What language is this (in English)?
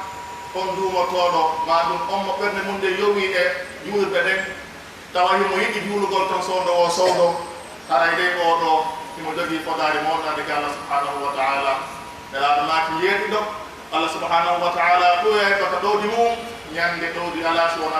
Pular